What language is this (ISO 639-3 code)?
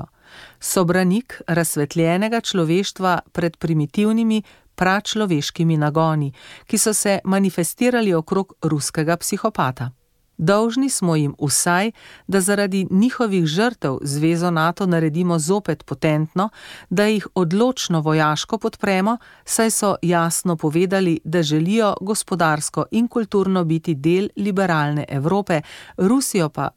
slv